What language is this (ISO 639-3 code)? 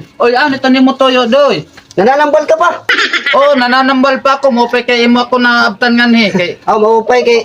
war